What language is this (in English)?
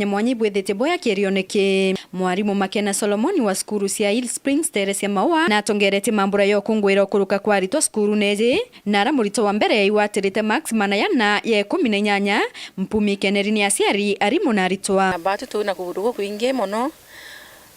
Meru